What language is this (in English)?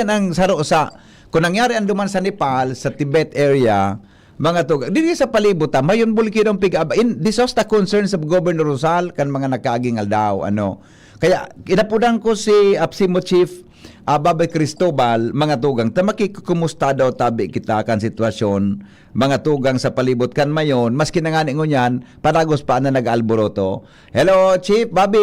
Bikol